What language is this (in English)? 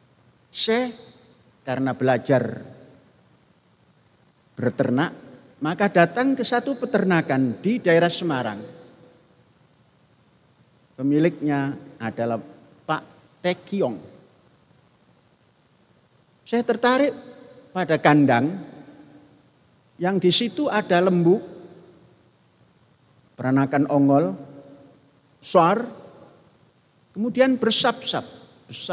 Indonesian